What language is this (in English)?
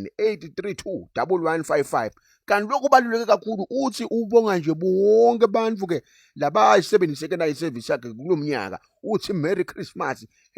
Zulu